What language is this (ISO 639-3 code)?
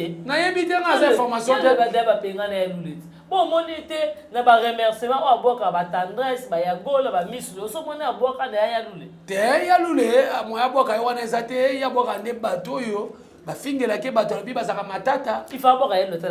lin